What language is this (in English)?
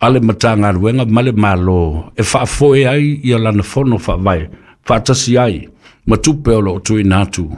Samoan